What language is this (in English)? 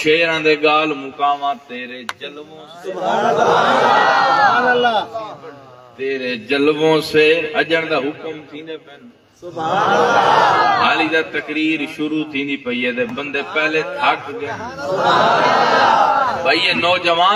Saraiki